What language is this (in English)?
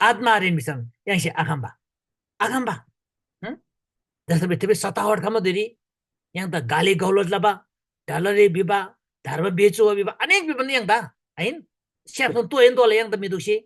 Eastern Tamang